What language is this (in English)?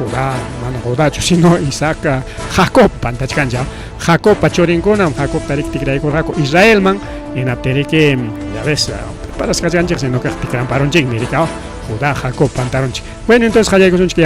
Ayacucho Quechua